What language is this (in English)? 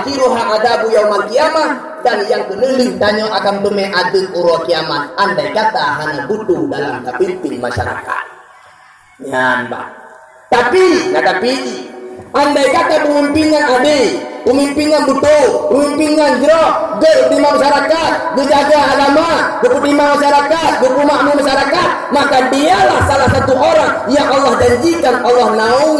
Achinese